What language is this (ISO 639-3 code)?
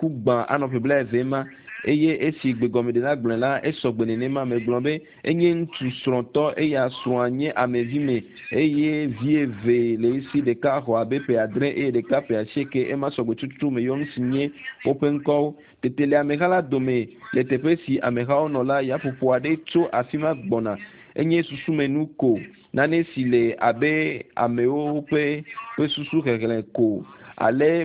ewe